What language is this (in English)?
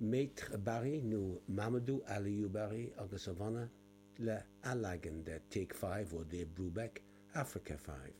Irish